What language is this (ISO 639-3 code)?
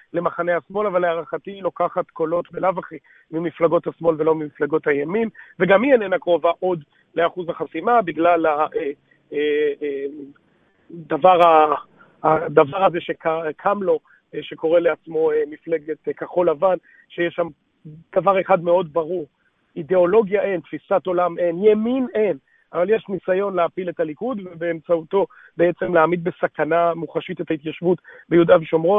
heb